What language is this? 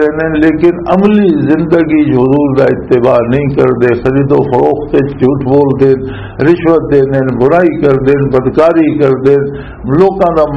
Western Panjabi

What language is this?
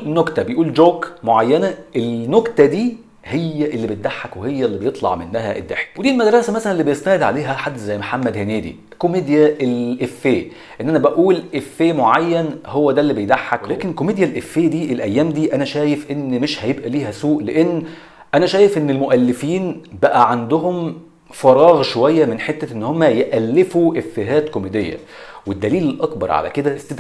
Egyptian Arabic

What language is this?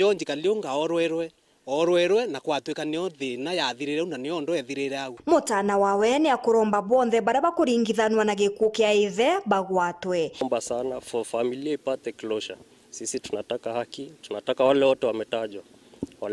Meru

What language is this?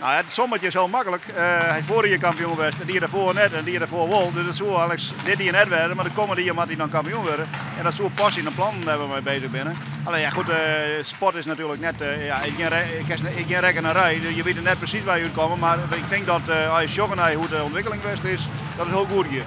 Western Frisian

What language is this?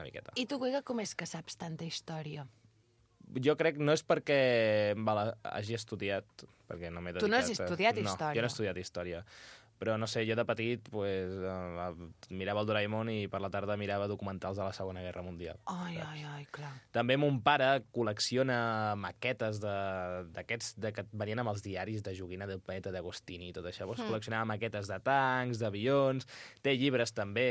Catalan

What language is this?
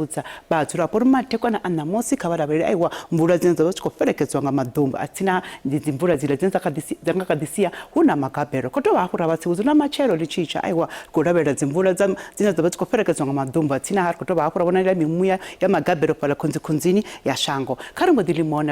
Venda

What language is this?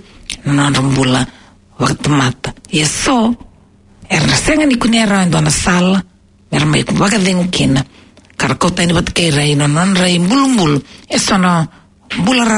Fijian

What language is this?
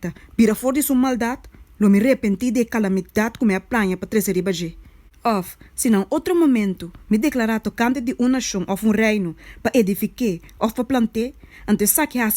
Papiamento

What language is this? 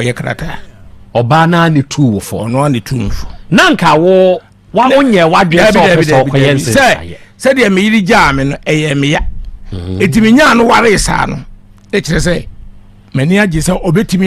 Akan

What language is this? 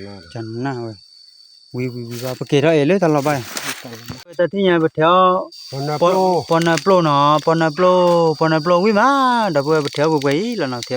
S'gaw Karen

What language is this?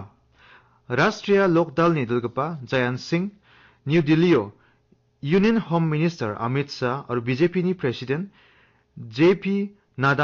Garo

